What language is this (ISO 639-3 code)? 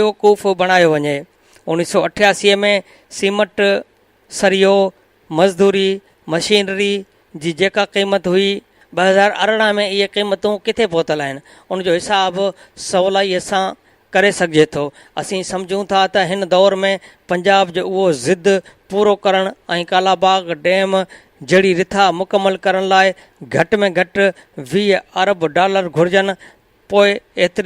snd